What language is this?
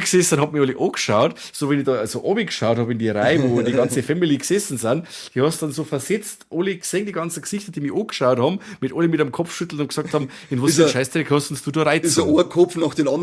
Bavarian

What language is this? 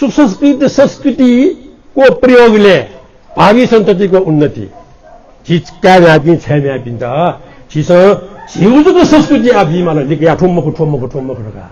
Newari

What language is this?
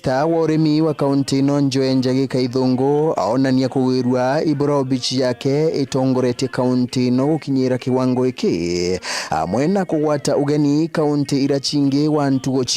Meru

